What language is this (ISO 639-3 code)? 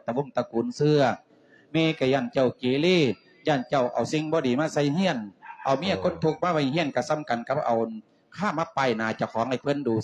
lao